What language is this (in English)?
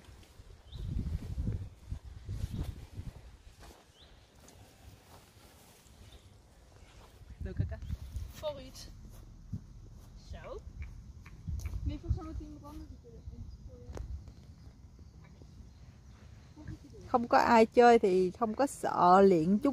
Vietnamese